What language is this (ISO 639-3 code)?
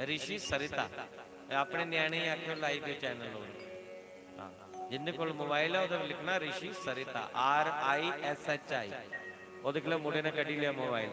doi